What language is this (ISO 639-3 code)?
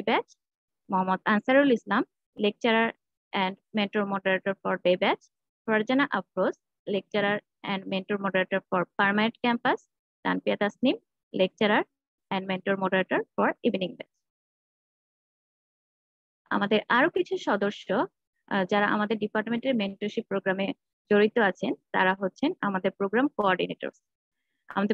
ben